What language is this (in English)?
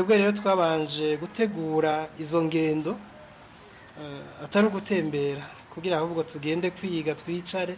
Kinyarwanda